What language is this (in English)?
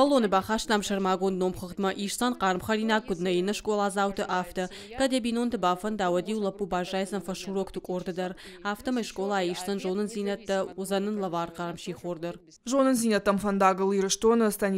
Ossetic